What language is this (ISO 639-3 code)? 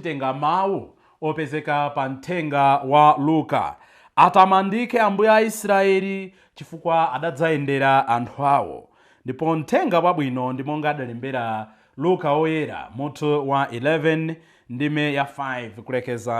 nya